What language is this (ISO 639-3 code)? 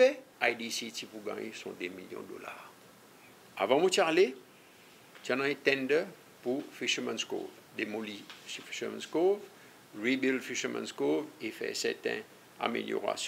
crs